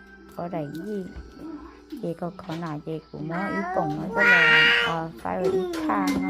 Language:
Hmong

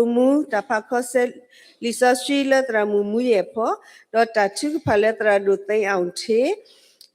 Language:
S'gaw Karen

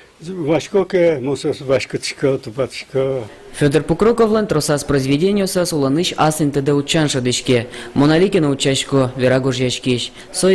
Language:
Udmurt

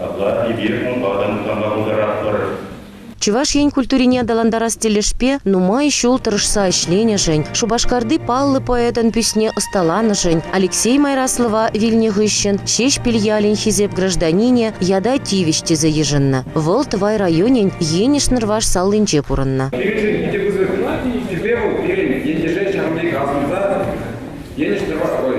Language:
Chuvash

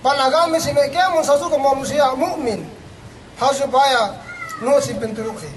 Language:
Yakan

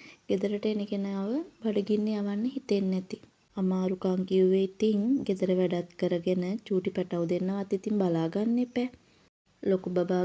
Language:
Sinhala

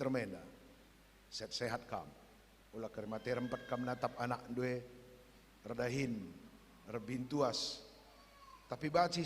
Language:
Batak Karo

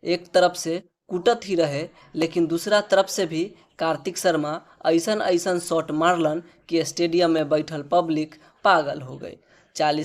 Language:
Bhojpuri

